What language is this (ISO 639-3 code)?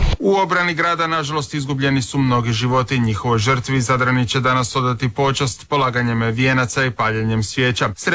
hrv